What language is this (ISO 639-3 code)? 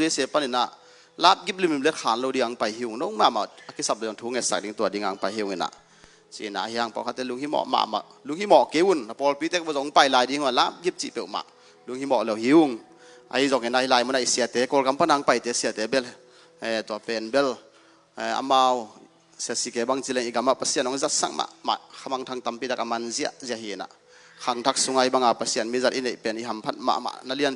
ctd